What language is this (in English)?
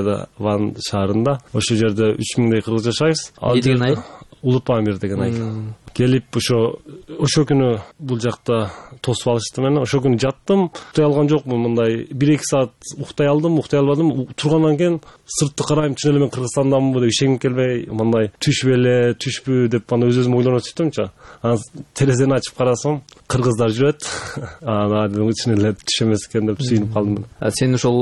Kyrgyz